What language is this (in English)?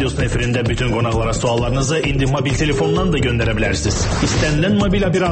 Azerbaijani